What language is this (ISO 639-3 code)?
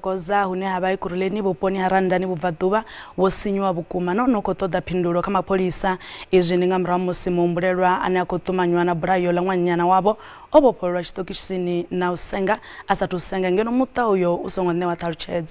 ven